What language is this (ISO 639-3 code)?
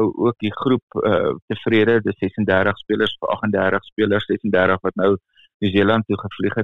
afr